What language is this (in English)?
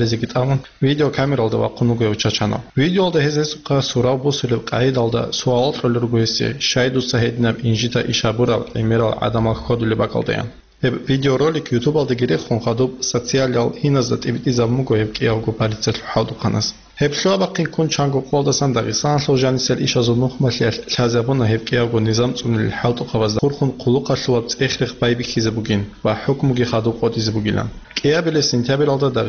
Avaric